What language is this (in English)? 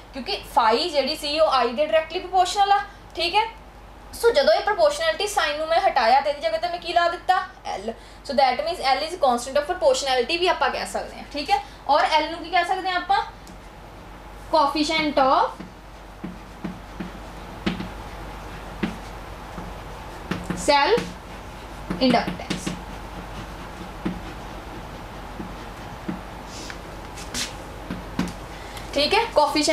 Punjabi